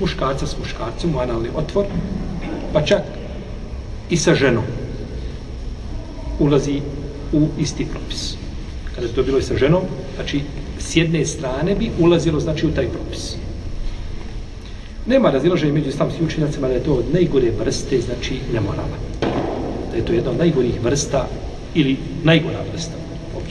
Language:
Bosnian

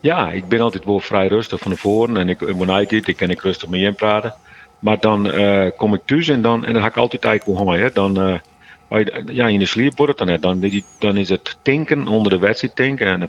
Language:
Western Frisian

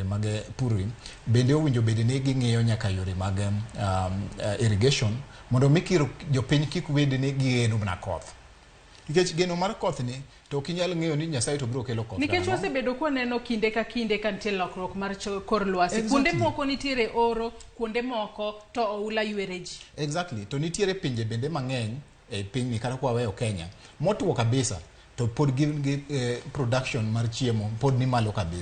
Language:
Luo (Kenya and Tanzania)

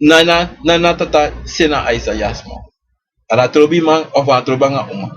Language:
Sranan Tongo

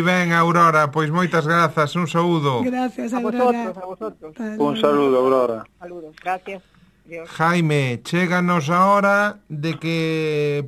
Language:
Galician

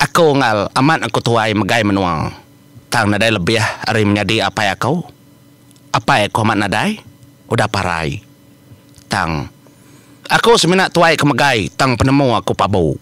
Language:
Iban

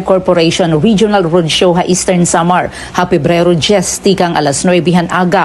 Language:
Waray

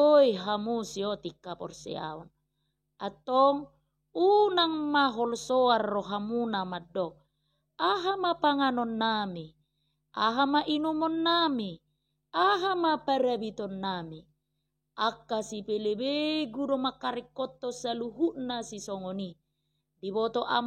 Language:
Batak Toba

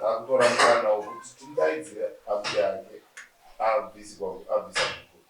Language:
Shona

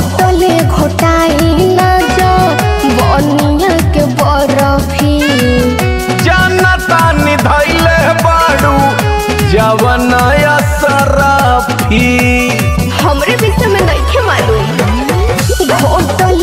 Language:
Bhojpuri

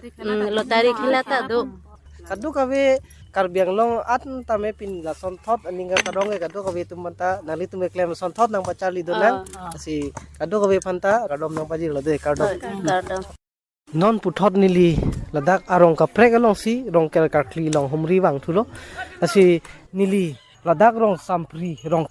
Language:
Karbi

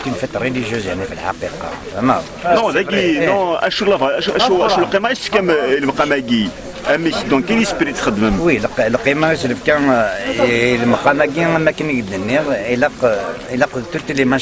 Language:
Kabyle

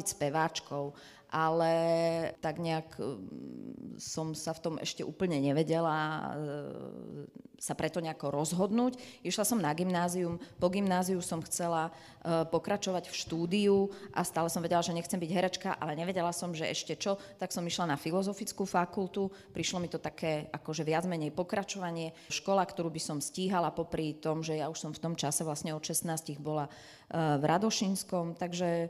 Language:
Slovak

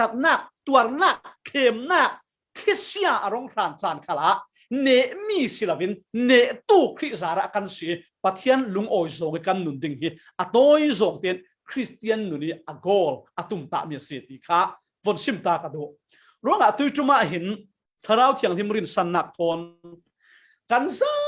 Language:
Falam Chin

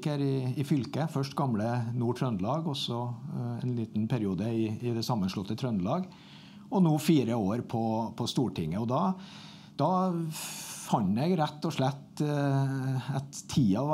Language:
Norwegian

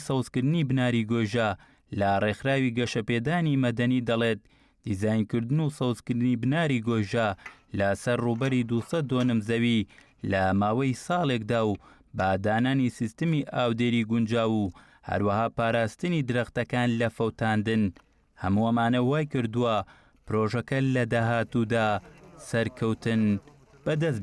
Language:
Central Kurdish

